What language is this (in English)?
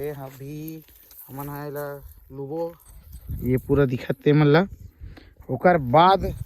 Chhattisgarhi